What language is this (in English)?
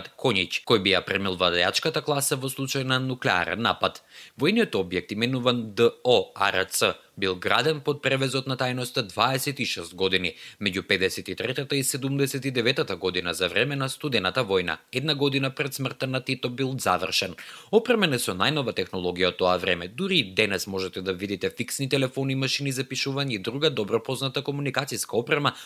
Macedonian